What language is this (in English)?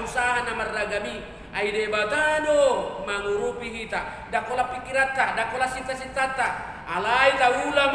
Batak Toba